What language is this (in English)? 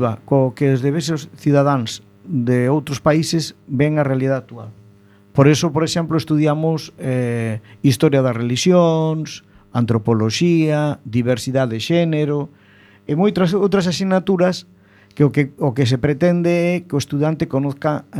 Galician